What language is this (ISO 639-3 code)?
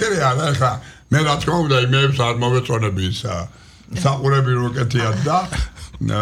kat